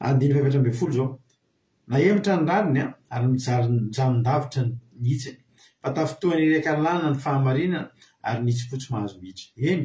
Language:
Malagasy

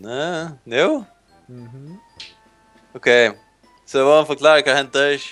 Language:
Faroese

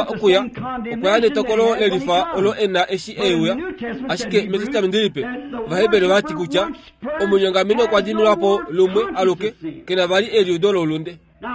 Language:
Kuanyama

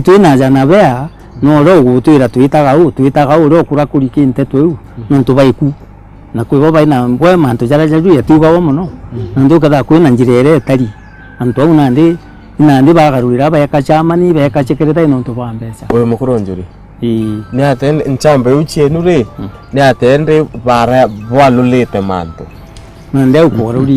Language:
Meru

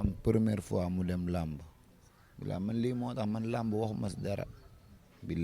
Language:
Wolof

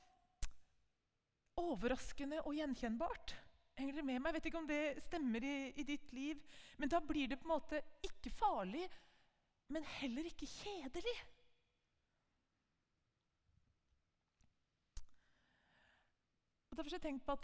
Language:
Norwegian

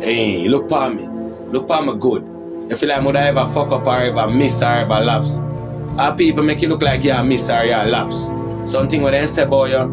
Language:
Jamaican Creole English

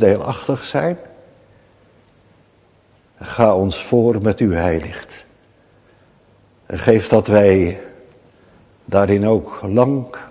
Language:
Dutch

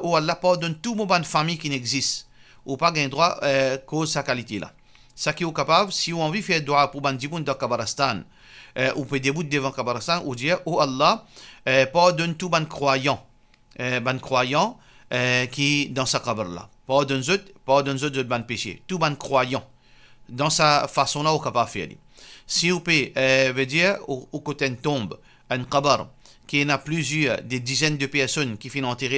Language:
Morisyen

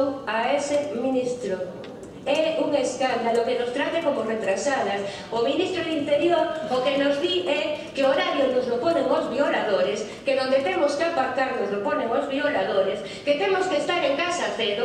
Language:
Galician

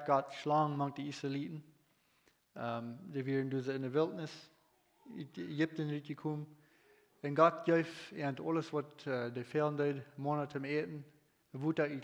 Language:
Plautdietsch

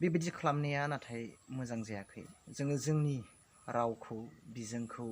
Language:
Bodo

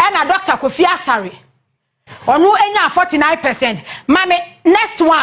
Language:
Akan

